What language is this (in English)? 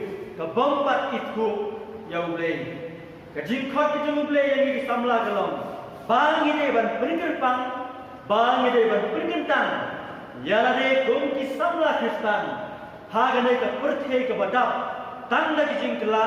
Khasi